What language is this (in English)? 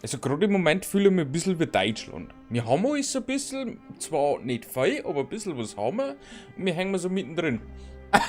Bavarian